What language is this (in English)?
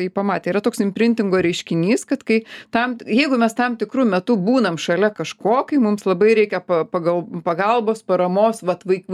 Lithuanian